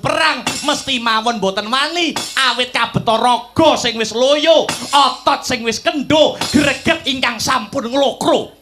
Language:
Javanese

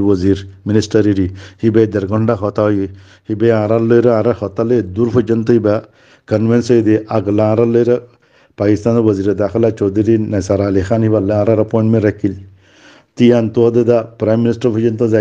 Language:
Rohingya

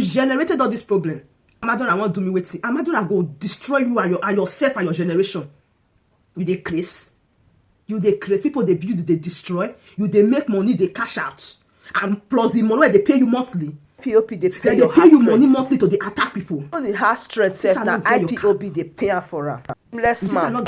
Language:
Nigerian Pidgin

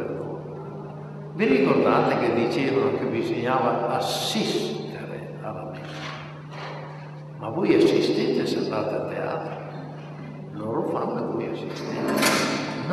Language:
Italian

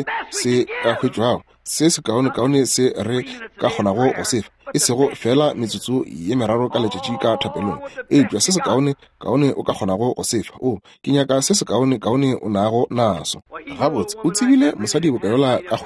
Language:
Northern Sotho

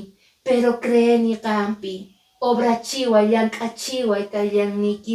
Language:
Quechua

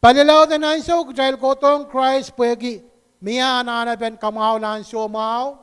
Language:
Pohnpeian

